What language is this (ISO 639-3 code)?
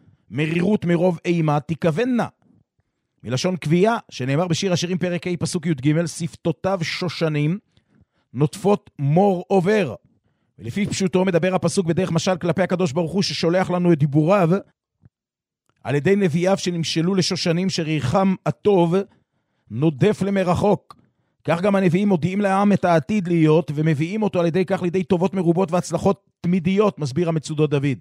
heb